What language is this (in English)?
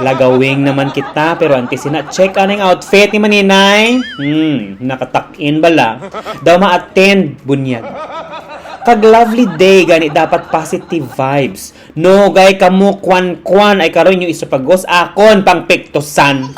Hiligaynon